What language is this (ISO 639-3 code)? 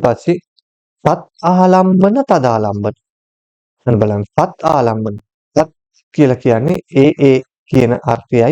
sin